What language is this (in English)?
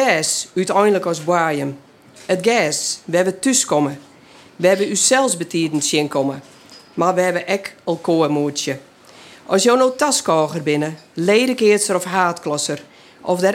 Western Frisian